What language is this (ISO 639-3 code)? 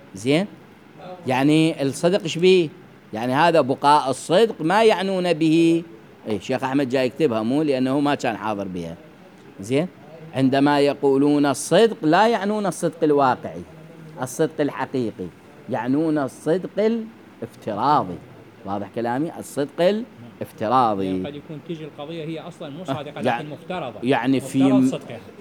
acm